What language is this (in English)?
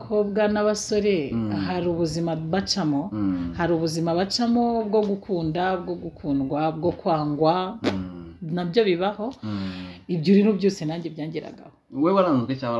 Kinyarwanda